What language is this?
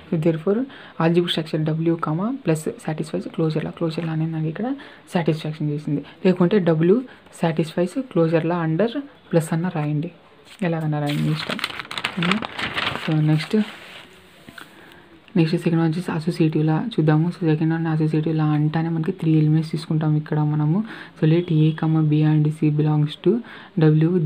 Telugu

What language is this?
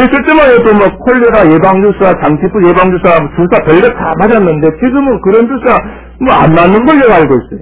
Korean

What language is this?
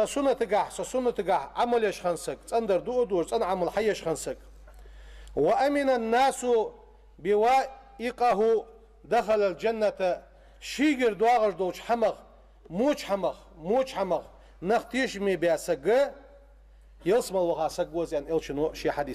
Ingush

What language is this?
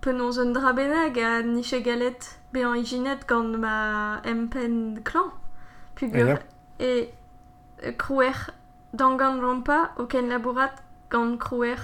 Breton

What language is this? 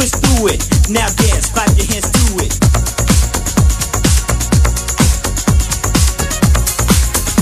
English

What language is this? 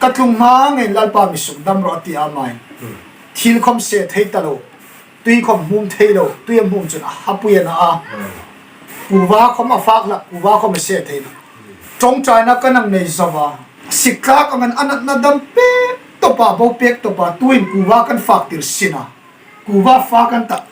Hmar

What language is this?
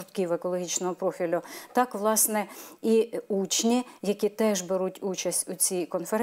Ukrainian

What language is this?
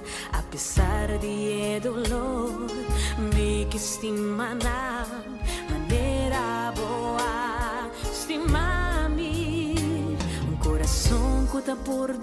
Papiamento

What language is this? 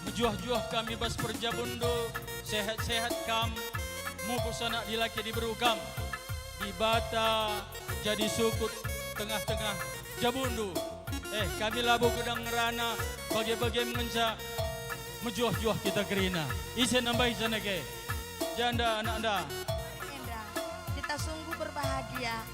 Batak Karo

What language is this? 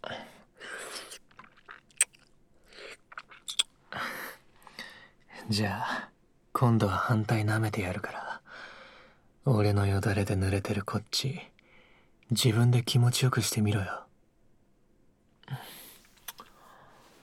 Japanese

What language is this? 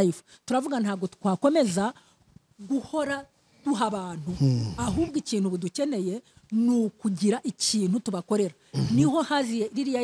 Kinyarwanda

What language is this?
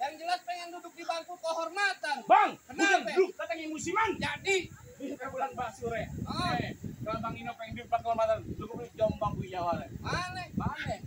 Betawi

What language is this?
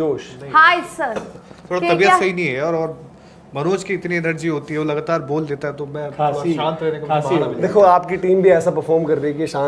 Hindi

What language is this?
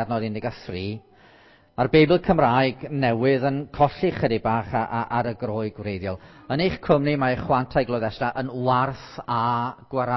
Welsh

